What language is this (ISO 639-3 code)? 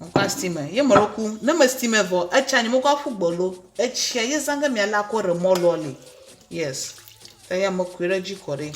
ewe